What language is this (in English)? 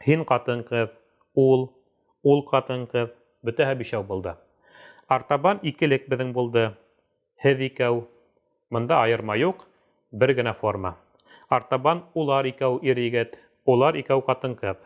Bashkir